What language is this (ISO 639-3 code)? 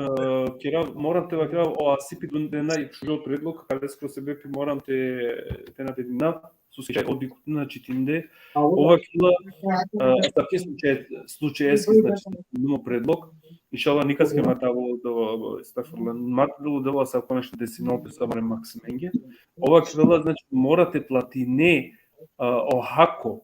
rmn